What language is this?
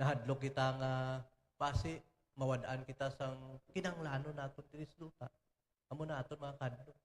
Hiligaynon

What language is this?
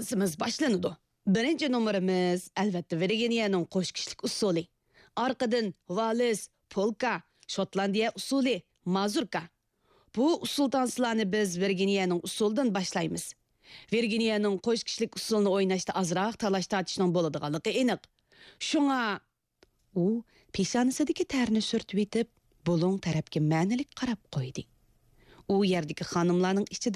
Uyghur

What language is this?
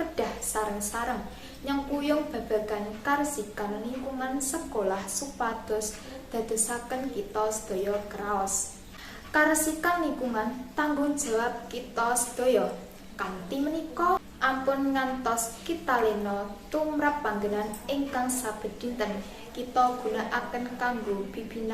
Javanese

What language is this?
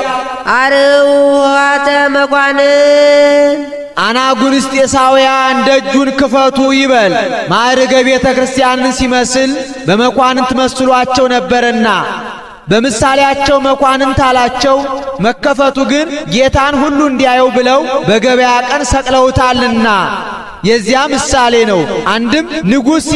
Amharic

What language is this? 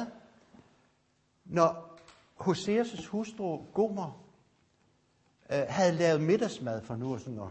Danish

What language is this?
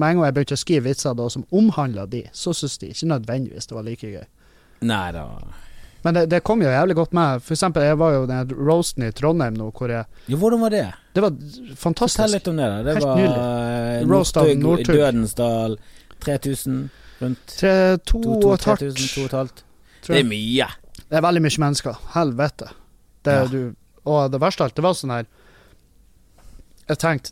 Norwegian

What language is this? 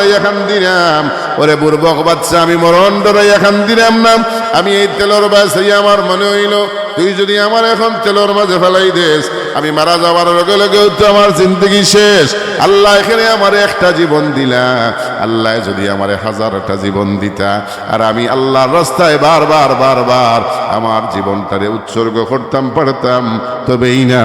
Sylheti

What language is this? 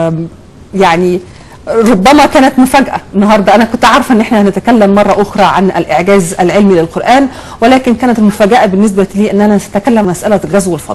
Egyptian Arabic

